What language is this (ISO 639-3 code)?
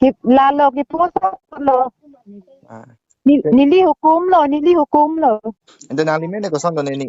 mjw